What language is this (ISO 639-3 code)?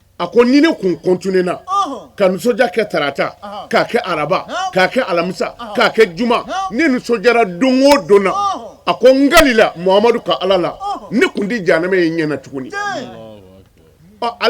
bam